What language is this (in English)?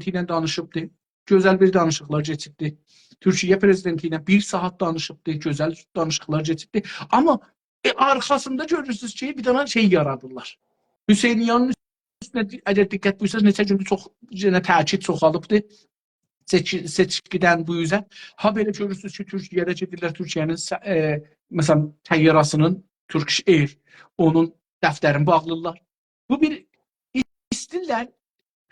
South Azerbaijani